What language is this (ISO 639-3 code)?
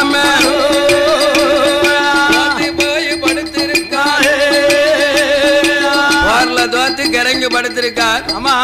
tam